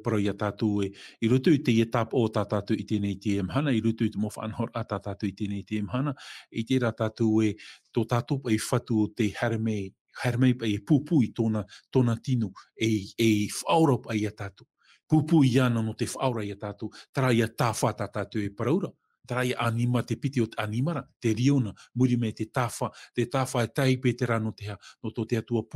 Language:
Tahitian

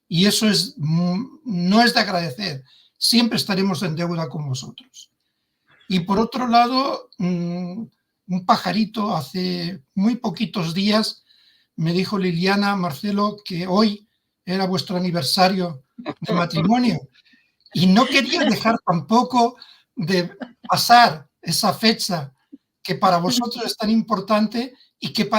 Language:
Ladino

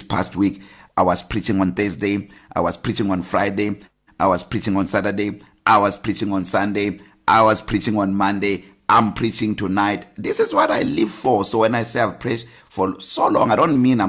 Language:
English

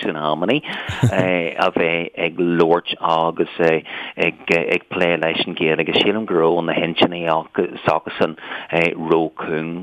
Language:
Irish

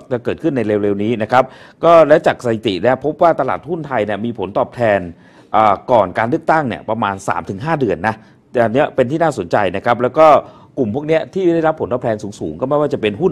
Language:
Thai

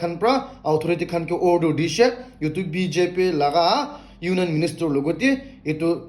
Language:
Naga Pidgin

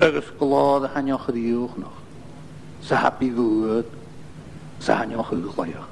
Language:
Scottish Gaelic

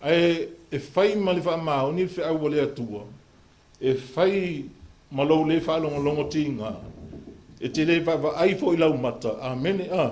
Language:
Samoan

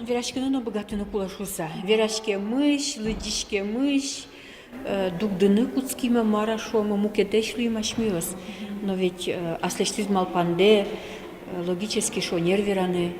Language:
Udmurt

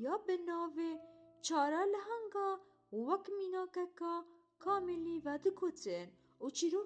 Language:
Kurdish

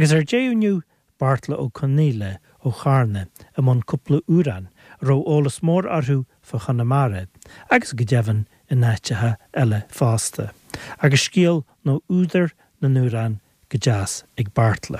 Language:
Irish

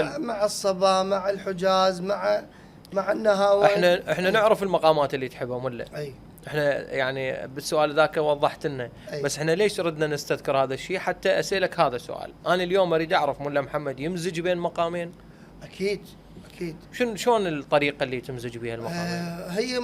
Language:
Mesopotamian Arabic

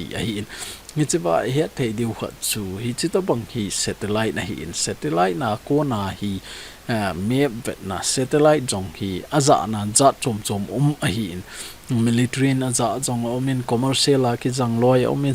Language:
Thado Chin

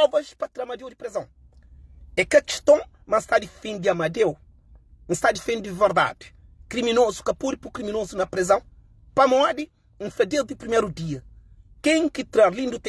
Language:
Kabuverdianu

